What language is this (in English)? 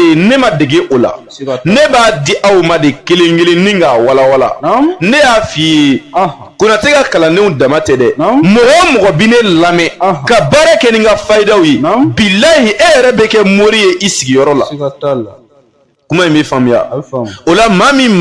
Bambara